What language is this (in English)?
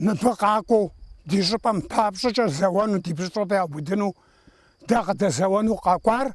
Kabardian